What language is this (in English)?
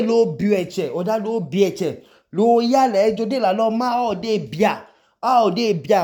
Idoma